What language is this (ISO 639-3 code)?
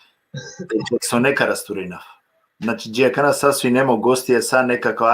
rmn